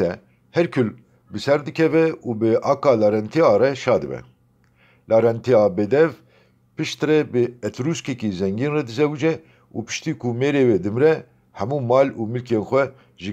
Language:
Kurdish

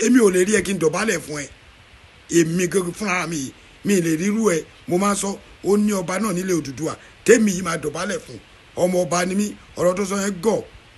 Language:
Yoruba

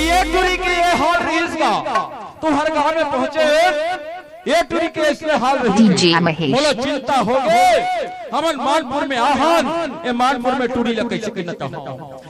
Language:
Chhattisgarhi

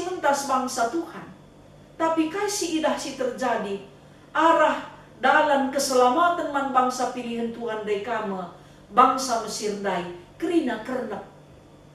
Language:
Batak Karo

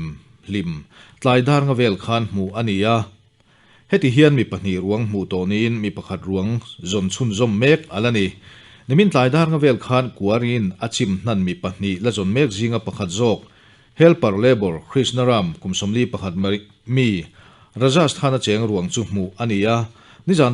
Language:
Mizo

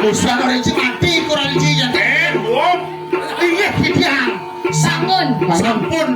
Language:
Balinese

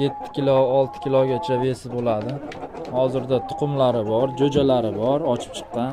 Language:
Uzbek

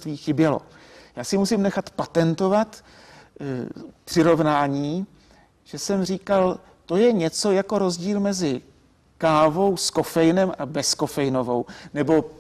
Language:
Czech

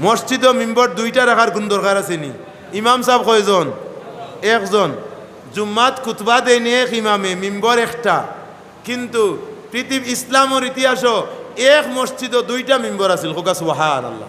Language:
Sylheti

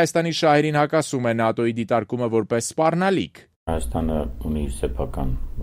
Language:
Armenian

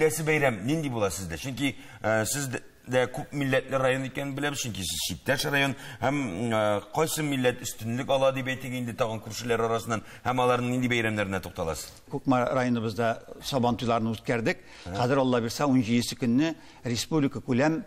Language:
Tatar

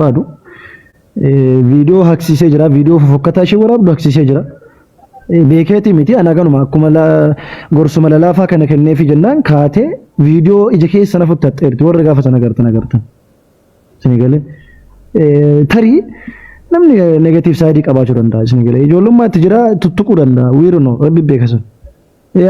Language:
Oromo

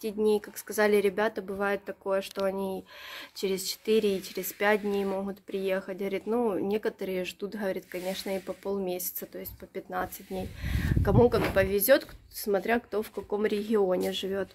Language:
Russian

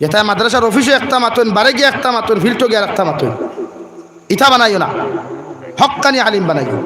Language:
Sylheti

